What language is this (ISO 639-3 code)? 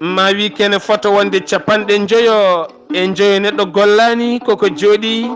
ful